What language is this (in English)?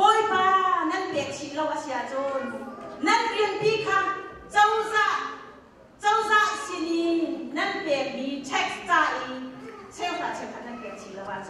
Hakha Chin